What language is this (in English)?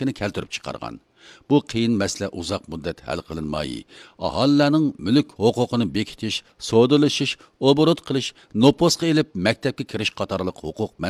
Uyghur